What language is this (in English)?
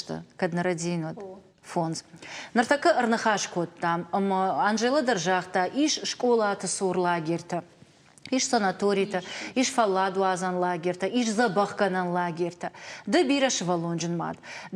Ossetic